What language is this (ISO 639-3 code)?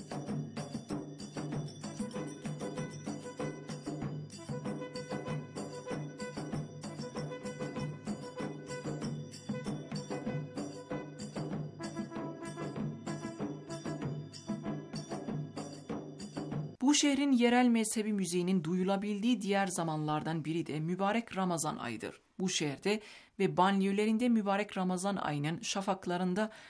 tur